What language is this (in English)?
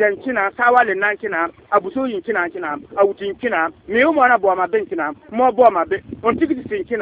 Bissa